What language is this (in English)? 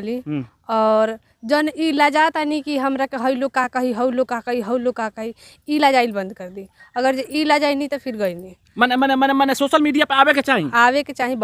Bhojpuri